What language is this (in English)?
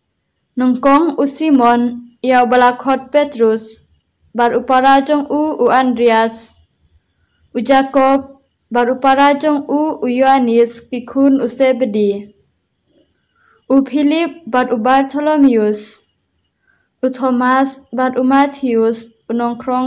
Khasi